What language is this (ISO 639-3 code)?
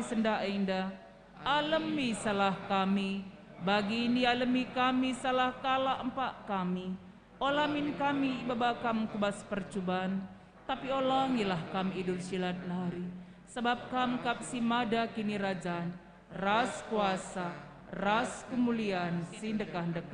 btx